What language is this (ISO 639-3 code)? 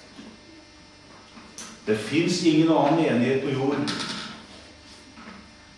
nor